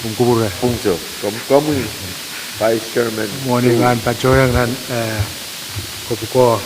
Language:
Pohnpeian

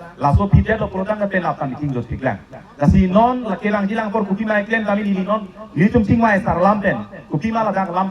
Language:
Karbi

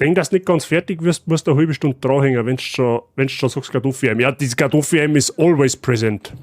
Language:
Bavarian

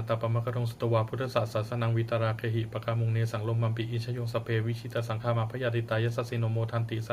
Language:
Pali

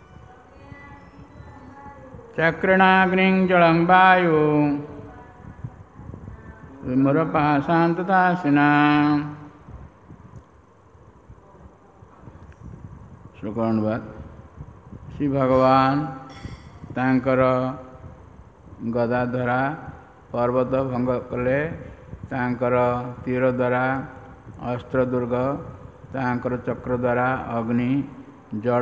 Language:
Odia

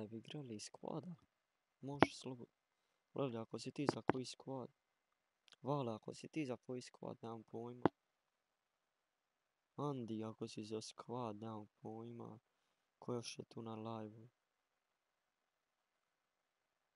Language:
Croatian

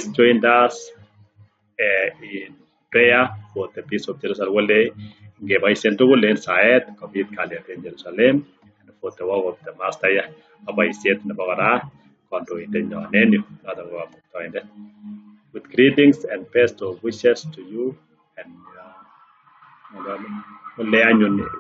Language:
Kalenjin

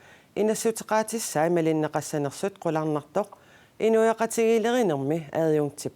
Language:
Kalaallisut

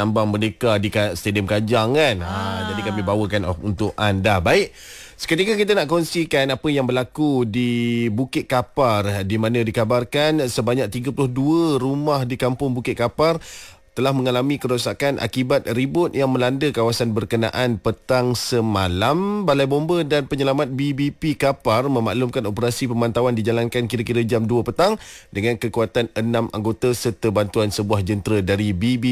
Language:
Malay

